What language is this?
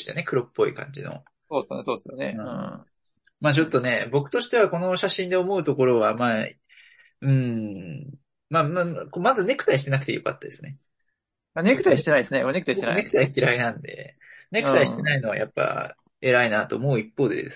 Japanese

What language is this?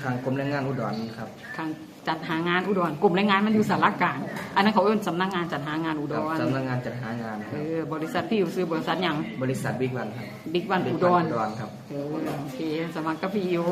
Northeastern Thai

